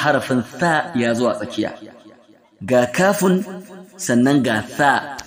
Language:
Hausa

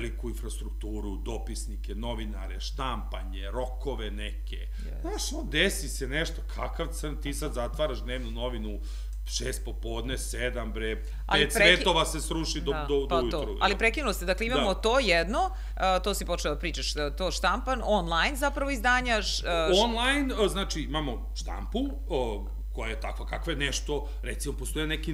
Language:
Serbian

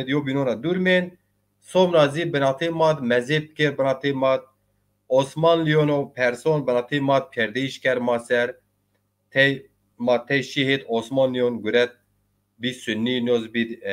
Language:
Zaza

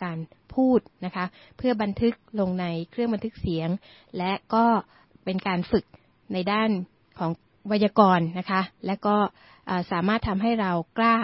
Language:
Thai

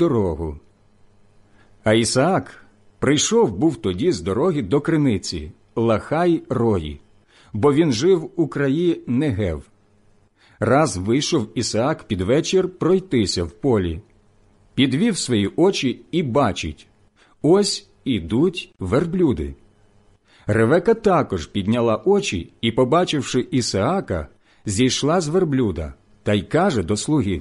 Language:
Ukrainian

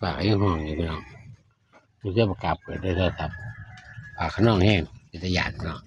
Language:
Northeastern Thai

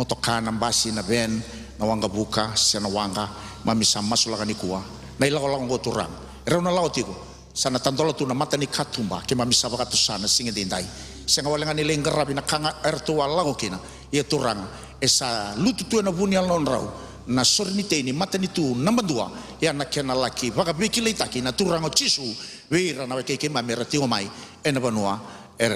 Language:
Fijian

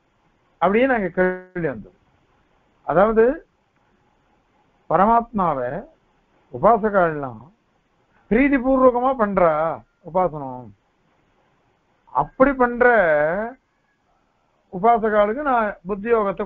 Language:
Tamil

